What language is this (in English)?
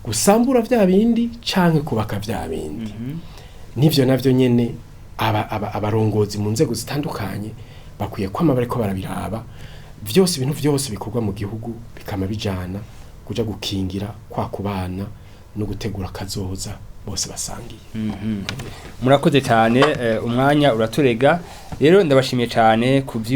Rundi